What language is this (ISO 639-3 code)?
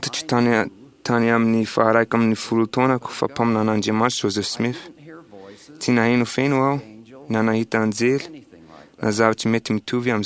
mlg